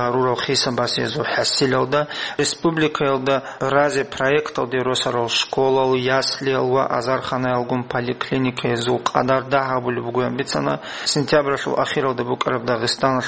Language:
Avaric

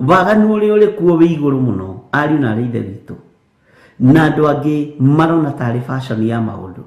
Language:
Kikuyu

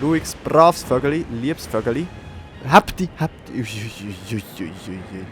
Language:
Swiss German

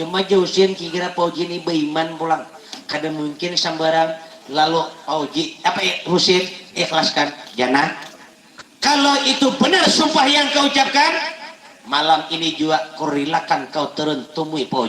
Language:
Banjar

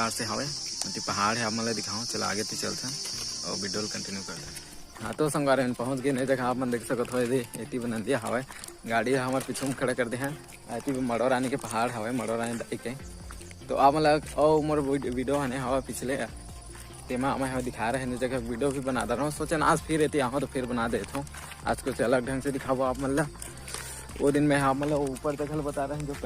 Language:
Chhattisgarhi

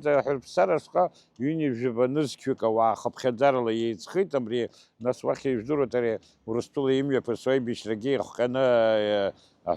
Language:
Abkhazian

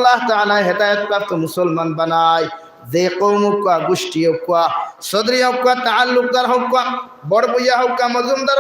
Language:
Sylheti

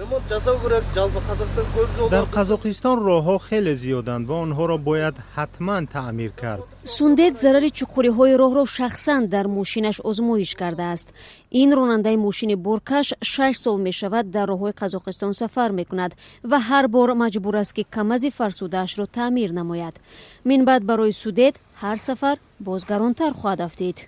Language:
Tajik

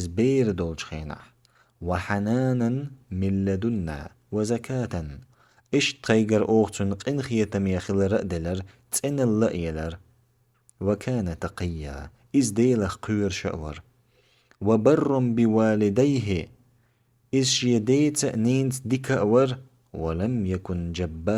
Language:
Chechen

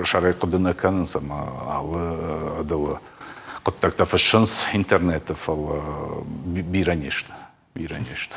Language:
Ossetic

